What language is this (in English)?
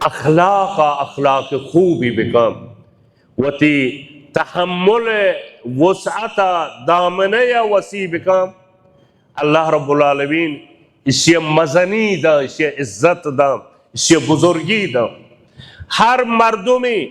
Baluchi